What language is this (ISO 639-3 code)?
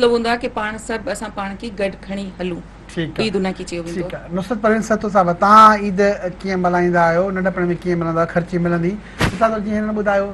snd